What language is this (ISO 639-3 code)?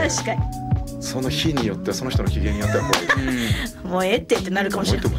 jpn